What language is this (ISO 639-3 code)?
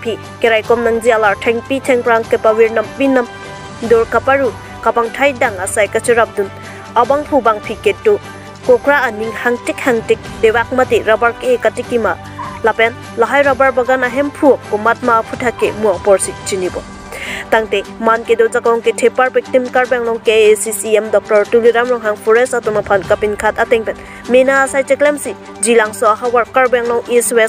mjw